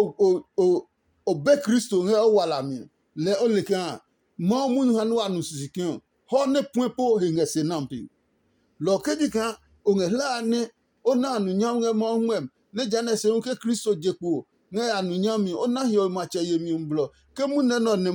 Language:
Adangme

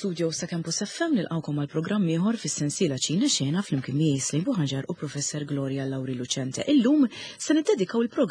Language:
Maltese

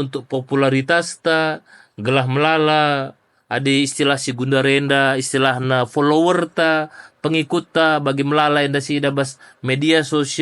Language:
Batak Karo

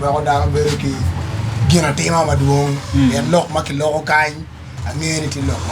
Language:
Acoli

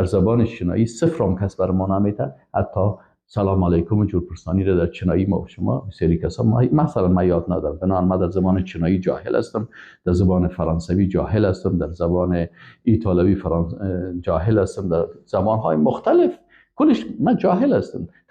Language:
Persian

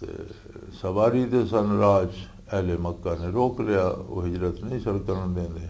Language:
Western Panjabi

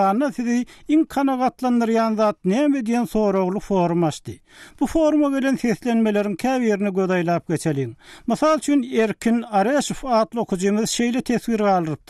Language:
Turkmen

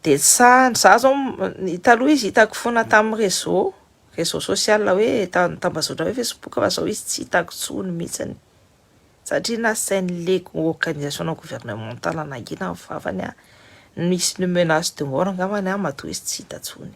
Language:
Malagasy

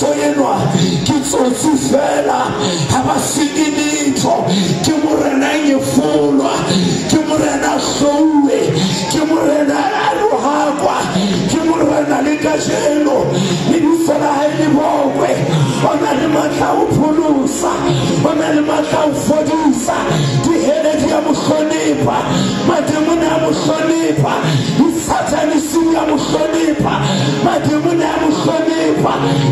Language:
Southern Sotho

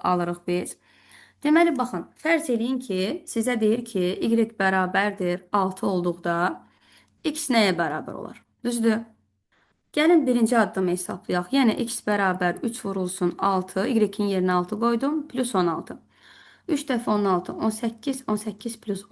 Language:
Azerbaijani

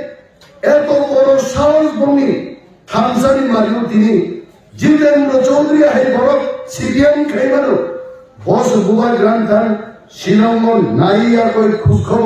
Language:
Kok Borok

